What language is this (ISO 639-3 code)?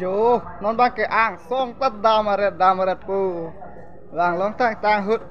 mjw